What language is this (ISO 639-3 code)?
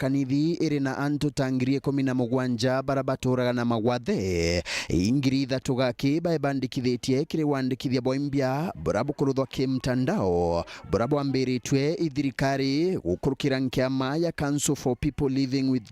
mer